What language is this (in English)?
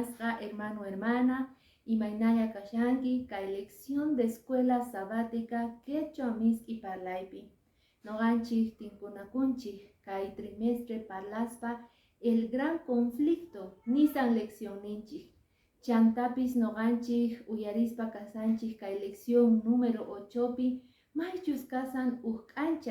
Quechua